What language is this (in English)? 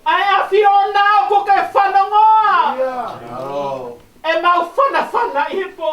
Tongan